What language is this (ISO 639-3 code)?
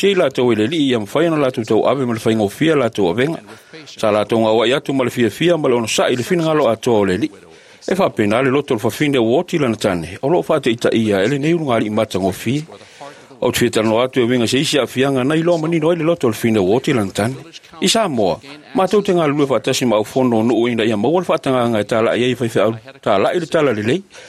smo